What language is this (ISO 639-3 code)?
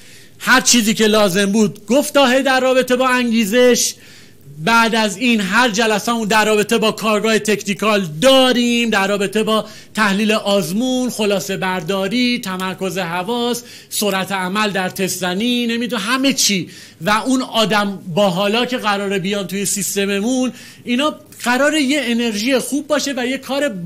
fas